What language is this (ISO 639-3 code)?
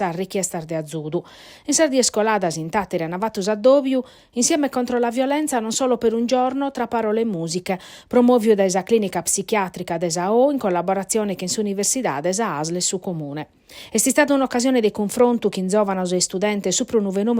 srd